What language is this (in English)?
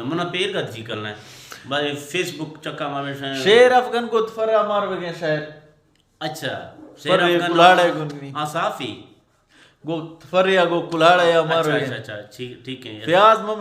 Eastern Balochi